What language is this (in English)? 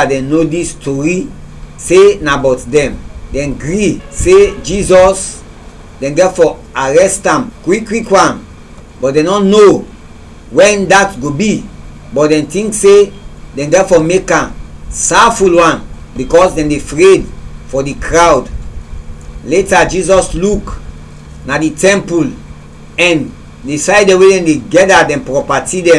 Krio